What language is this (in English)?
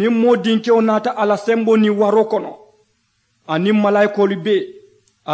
Mandingo